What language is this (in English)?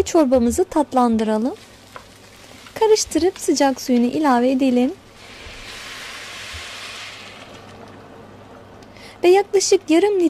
Turkish